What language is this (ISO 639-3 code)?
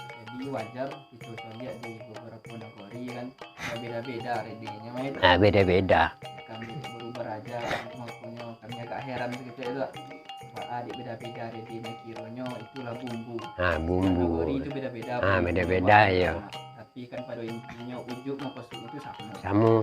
min